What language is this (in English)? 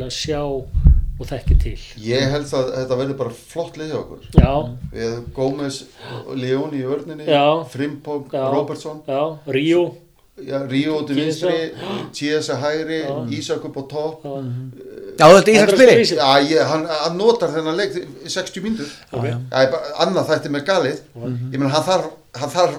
Icelandic